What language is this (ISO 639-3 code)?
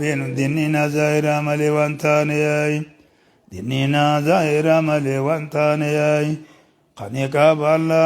orm